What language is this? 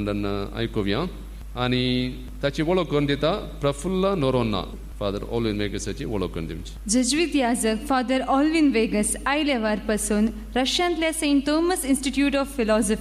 Konkani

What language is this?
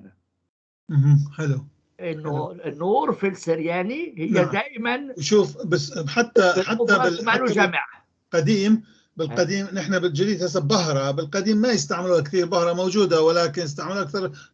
North Levantine Arabic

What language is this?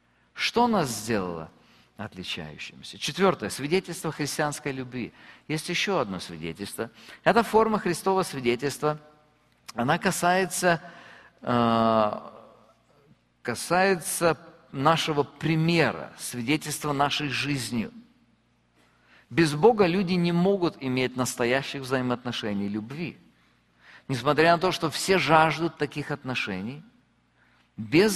Russian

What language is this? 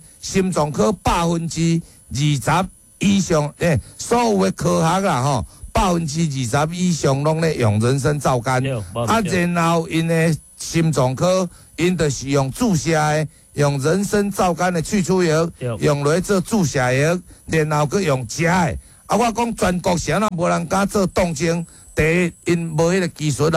Min Nan Chinese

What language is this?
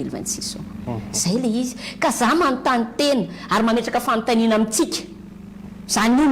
Malagasy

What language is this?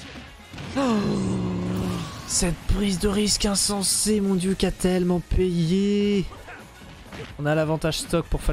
French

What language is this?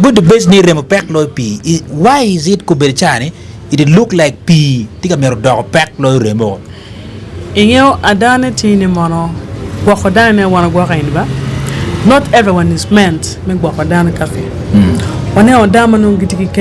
Acoli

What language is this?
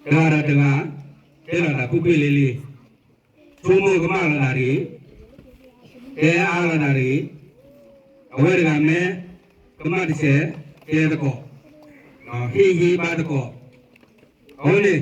S'gaw Karen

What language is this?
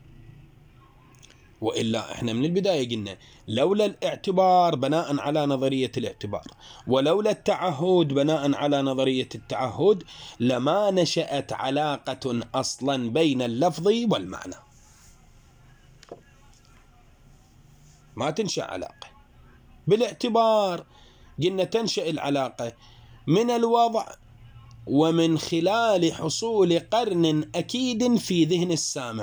Arabic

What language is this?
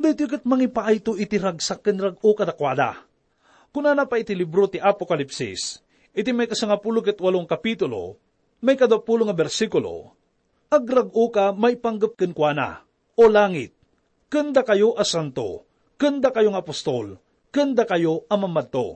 Iloko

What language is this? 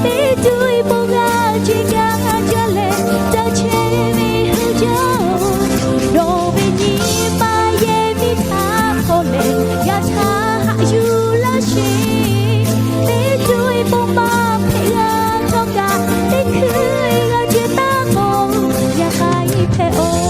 Lahu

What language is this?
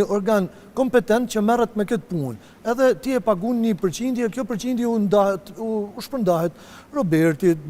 Albanian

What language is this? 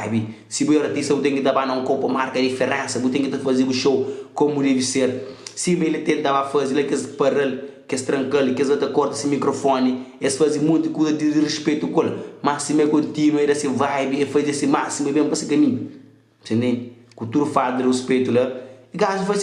Kabuverdianu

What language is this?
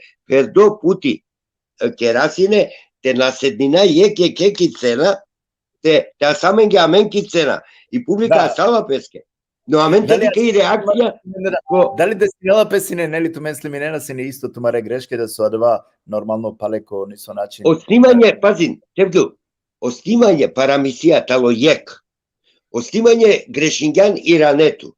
Balkan Romani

